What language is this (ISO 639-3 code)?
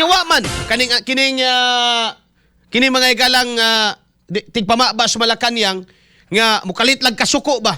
ceb